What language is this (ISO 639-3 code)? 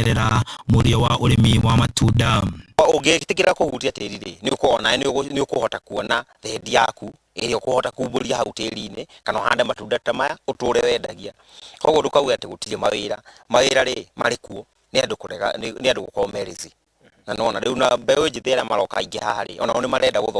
kik